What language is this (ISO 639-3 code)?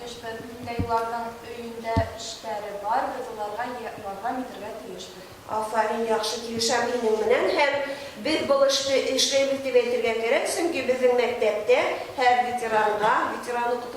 bak